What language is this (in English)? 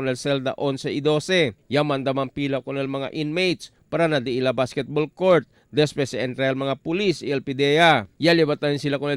Chavacano